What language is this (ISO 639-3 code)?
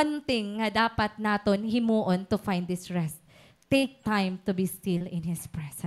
war